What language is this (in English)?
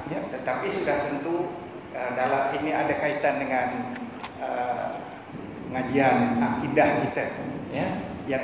Malay